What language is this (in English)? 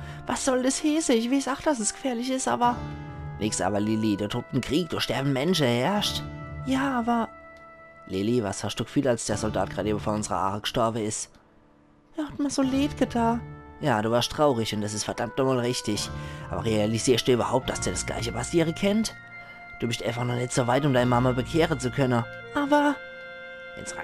Palatine German